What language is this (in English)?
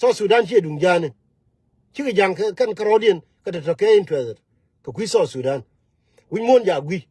Nuer